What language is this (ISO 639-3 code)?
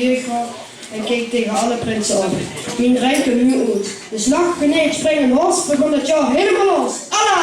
lim